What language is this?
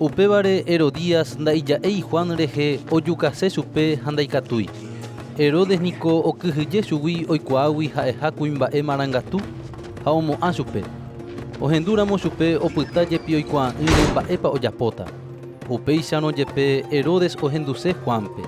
Guarani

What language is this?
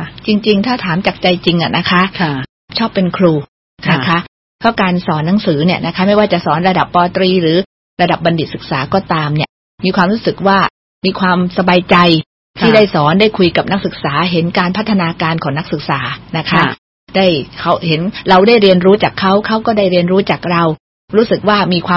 Thai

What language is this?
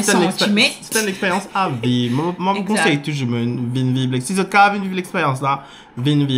Morisyen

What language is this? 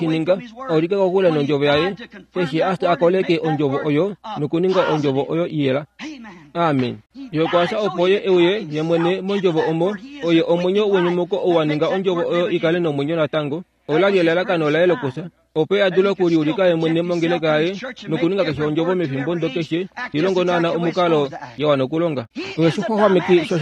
Kuanyama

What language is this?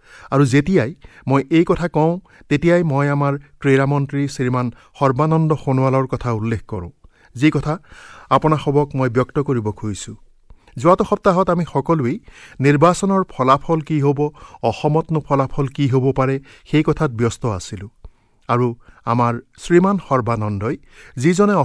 Assamese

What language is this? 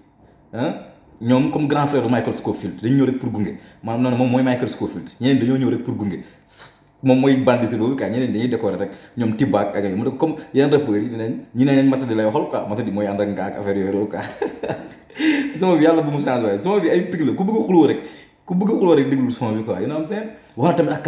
Wolof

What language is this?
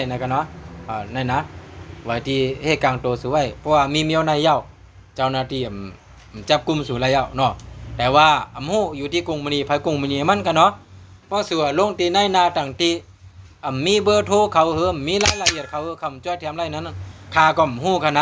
Shan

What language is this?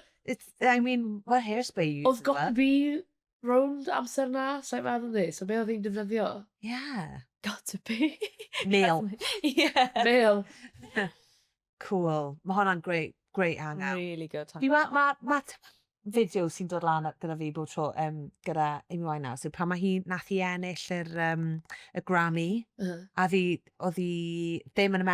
Welsh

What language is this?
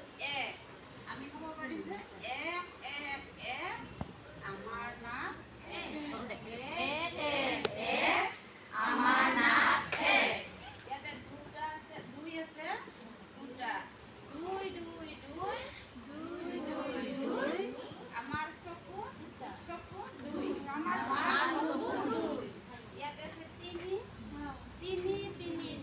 Assamese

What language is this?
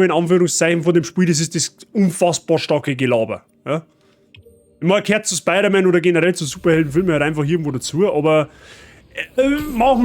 Bavarian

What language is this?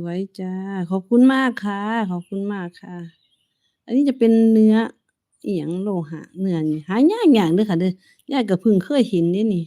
Northeastern Thai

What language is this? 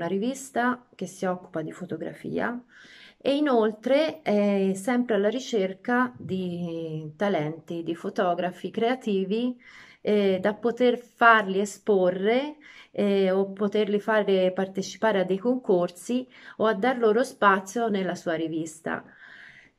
Italian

